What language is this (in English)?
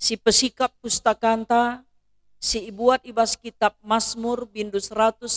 Batak Karo